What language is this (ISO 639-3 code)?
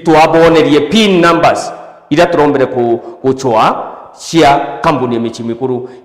mer